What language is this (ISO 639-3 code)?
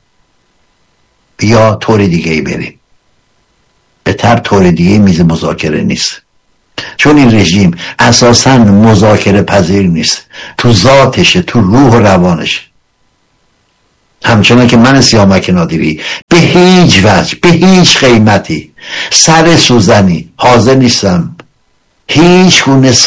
fas